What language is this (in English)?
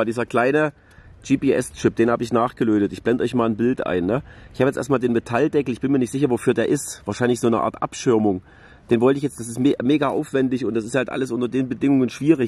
German